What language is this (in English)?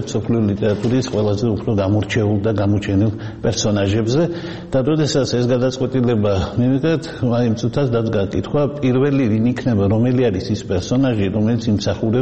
Georgian